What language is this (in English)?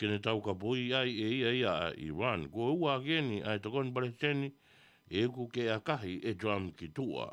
Tongan